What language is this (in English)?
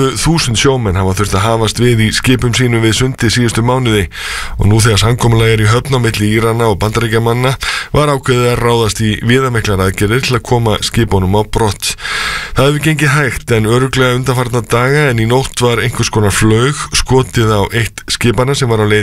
Icelandic